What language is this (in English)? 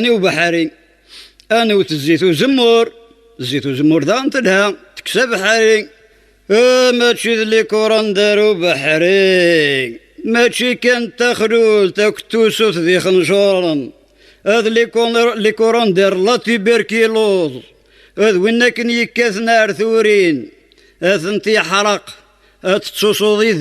Kabyle